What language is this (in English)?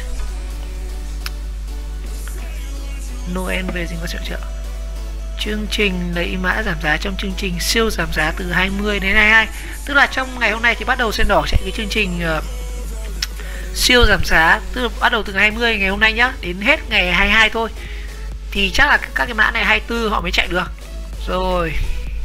Vietnamese